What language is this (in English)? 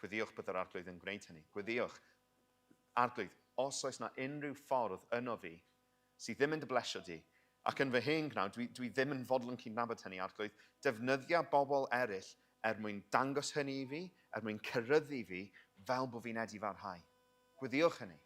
Welsh